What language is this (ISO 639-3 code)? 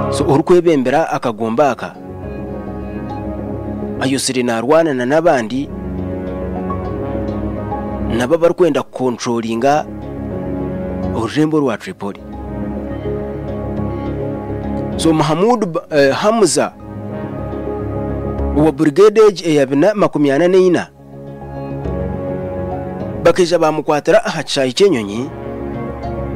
kin